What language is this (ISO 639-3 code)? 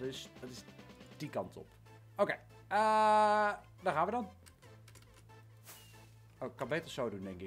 nld